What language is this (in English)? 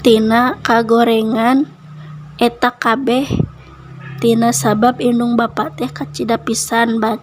Sundanese